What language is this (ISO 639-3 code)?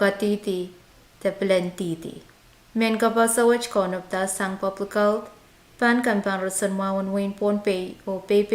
pon